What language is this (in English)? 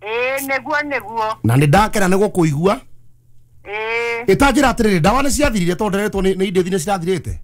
Kikuyu